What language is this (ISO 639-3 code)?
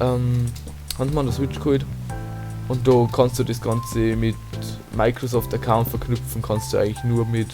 bar